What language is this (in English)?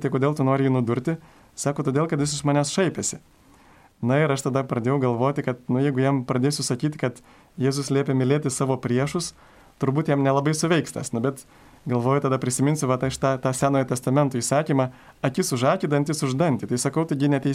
Lithuanian